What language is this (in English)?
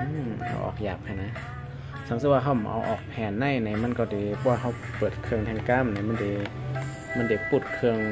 Shan